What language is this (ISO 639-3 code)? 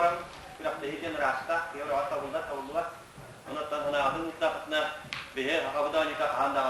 sah